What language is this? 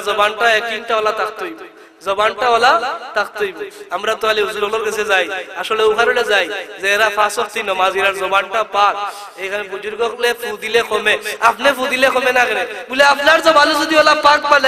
Sylheti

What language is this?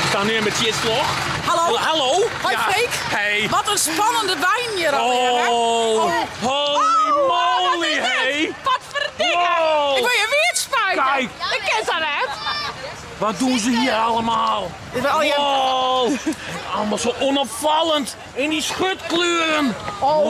Western Frisian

